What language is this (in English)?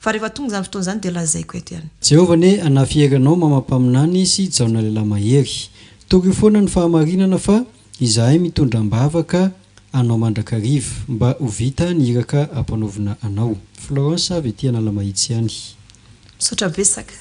Malagasy